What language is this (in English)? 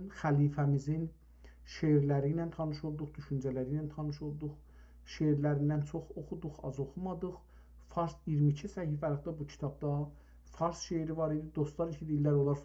South Azerbaijani